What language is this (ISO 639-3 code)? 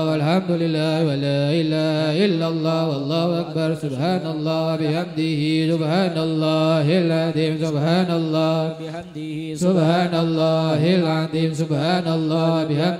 ara